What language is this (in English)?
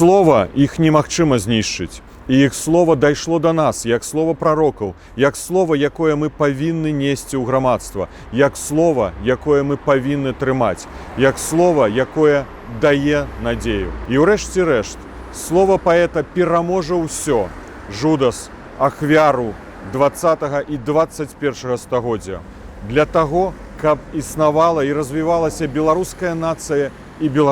Belarusian